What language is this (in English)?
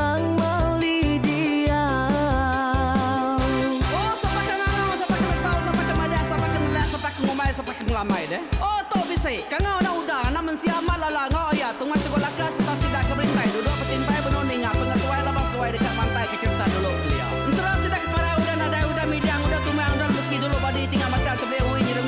Iban